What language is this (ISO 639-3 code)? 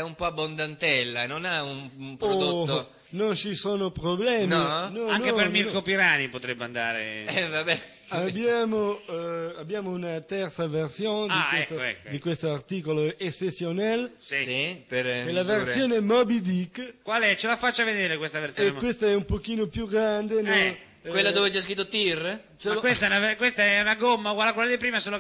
ita